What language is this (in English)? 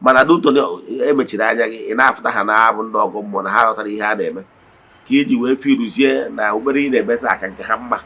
Igbo